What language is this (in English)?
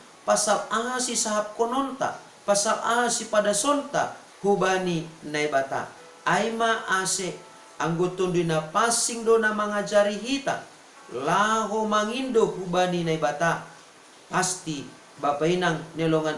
Batak Simalungun